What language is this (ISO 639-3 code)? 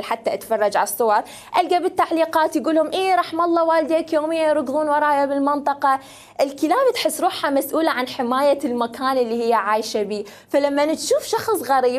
acm